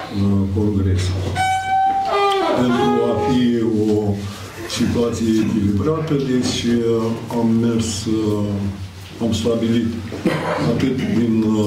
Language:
Romanian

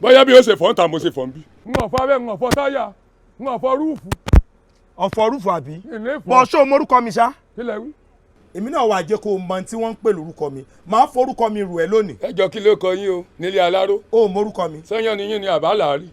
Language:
Yoruba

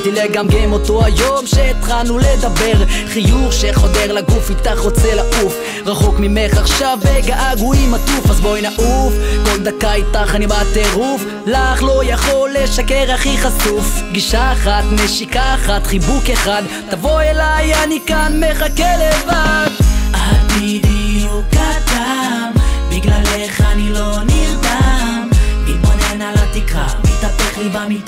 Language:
Hebrew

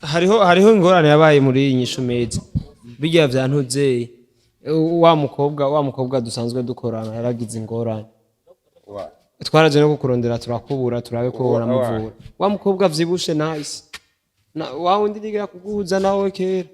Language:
Rundi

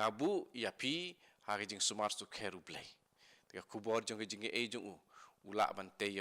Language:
Khasi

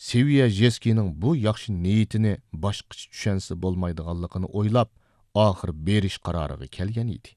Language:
Uyghur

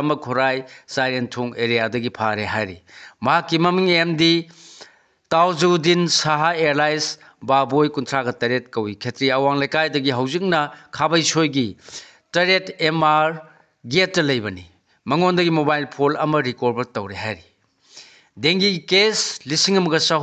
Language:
Manipuri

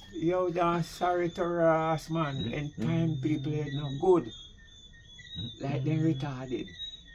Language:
Jamaican Creole English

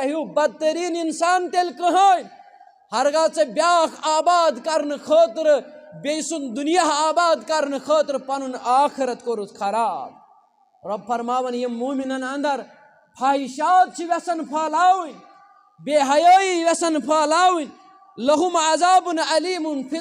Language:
Kashmiri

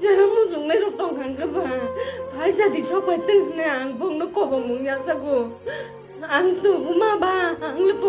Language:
Kok Borok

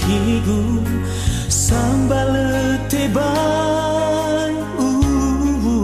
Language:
Nias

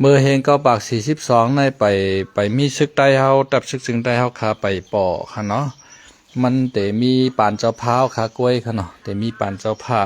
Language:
Shan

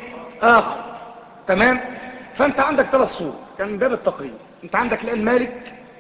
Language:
Arabic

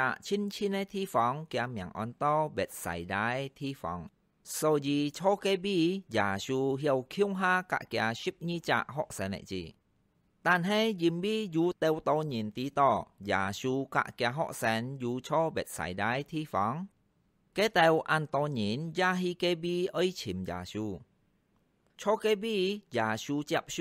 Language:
Hakka Chinese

